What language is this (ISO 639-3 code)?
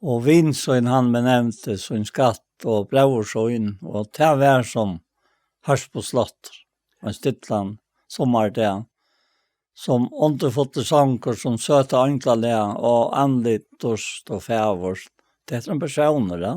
fao